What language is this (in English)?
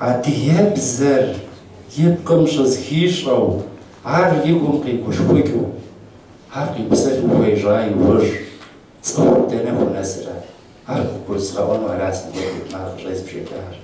Kabardian